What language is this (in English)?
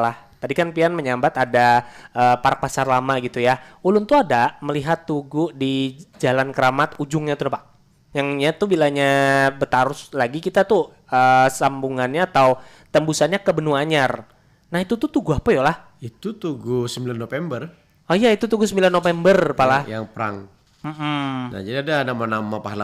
Banjar